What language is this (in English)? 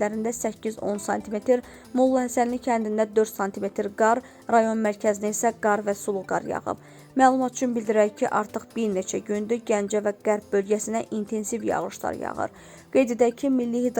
Azerbaijani